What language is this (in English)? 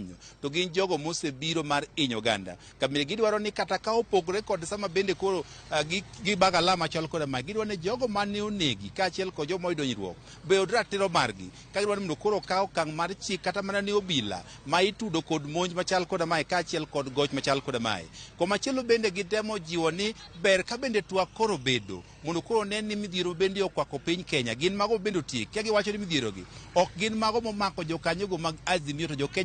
Luo (Kenya and Tanzania)